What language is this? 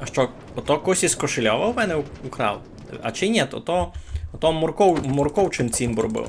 Rusyn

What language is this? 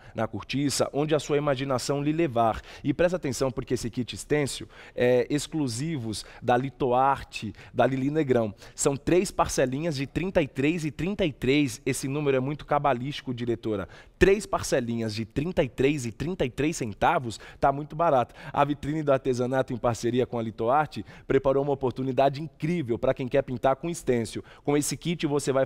Portuguese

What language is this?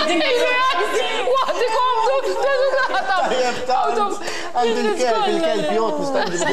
Maltese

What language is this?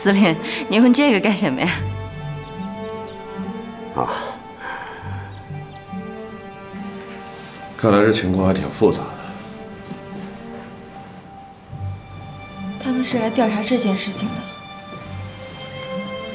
Chinese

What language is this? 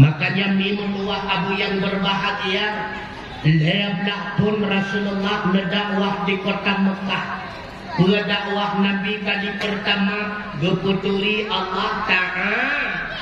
Achinese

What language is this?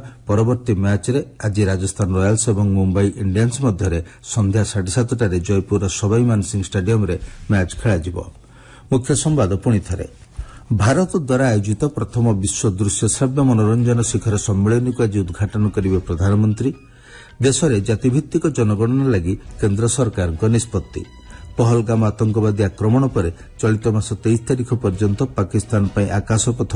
Odia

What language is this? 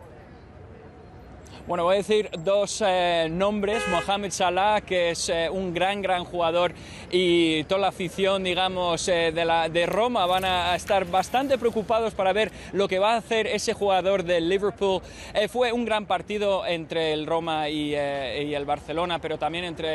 Spanish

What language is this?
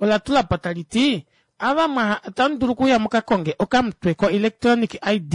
Kuanyama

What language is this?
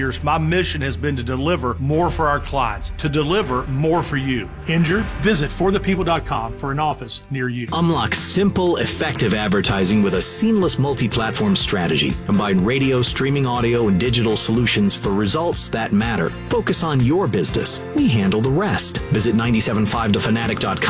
English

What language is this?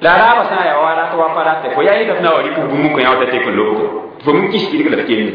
Mossi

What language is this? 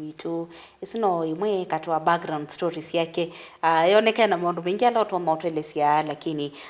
Kamba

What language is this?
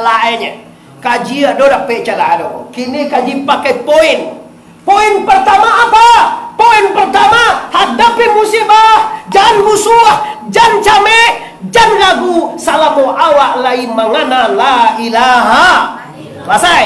Minangkabau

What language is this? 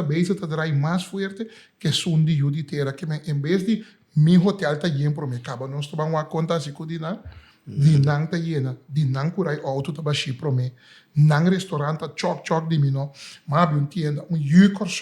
Papiamento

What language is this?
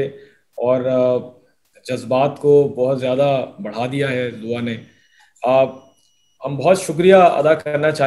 Urdu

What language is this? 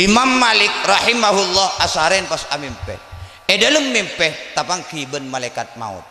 Madurese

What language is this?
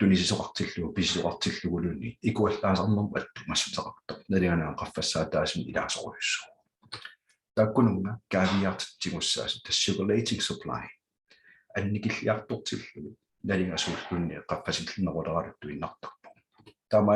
Kalaallisut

